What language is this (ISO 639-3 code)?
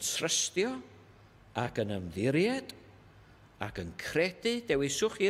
cym